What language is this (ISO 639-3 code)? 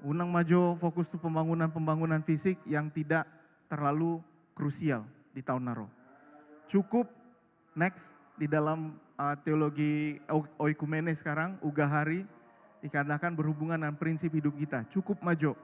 bbc